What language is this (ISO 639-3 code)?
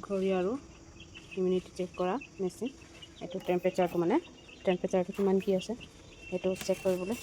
asm